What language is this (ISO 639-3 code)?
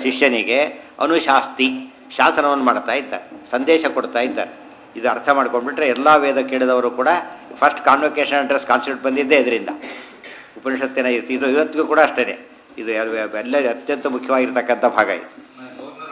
kan